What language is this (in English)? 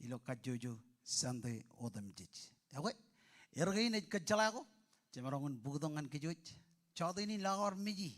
Marshallese